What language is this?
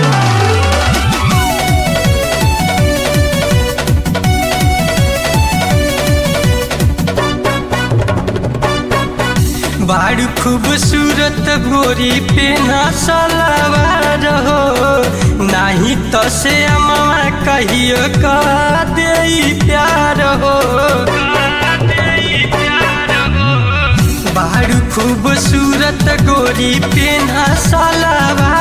Bhojpuri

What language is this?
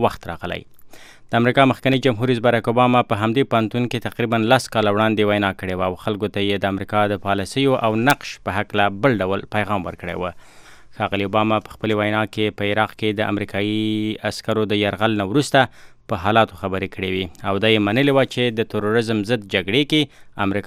Pashto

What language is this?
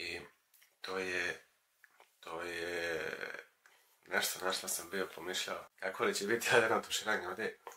Croatian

